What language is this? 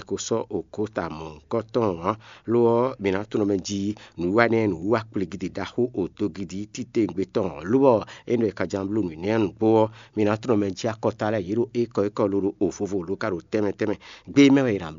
Fon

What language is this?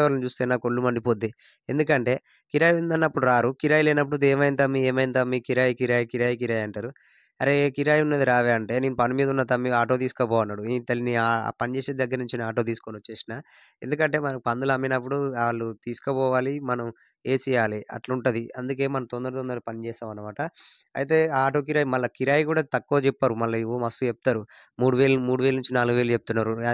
Telugu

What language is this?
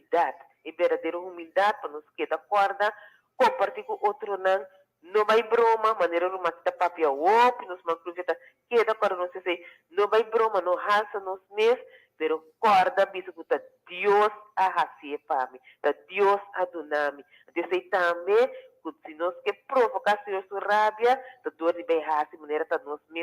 Papiamento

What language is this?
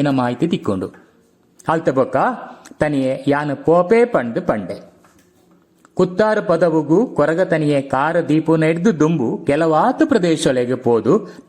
Tulu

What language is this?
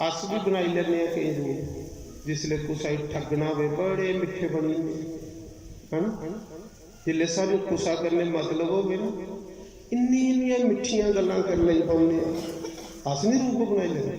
Dogri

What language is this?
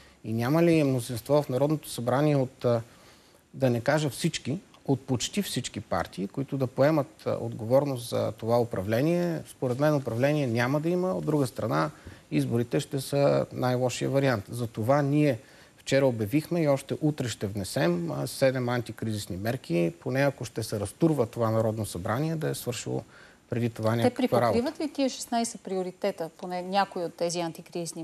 Bulgarian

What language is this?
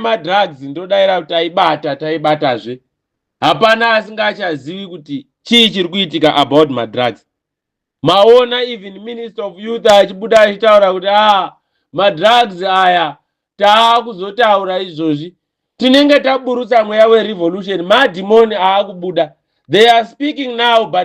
Shona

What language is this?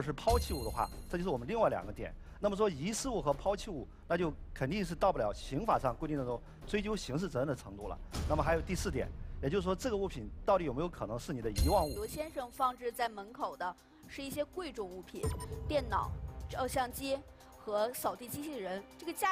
Chinese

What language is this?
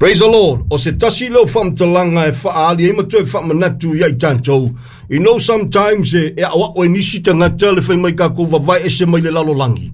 Samoan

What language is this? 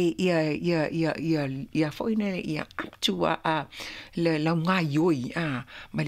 Samoan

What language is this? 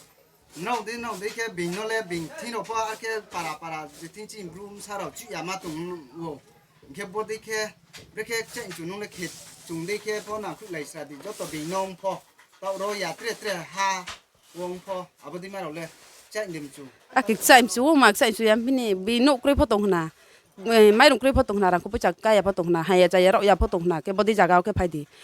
Riang (India)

